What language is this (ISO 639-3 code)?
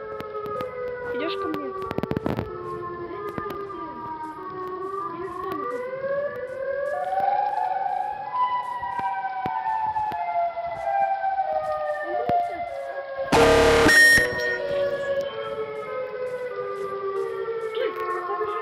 rus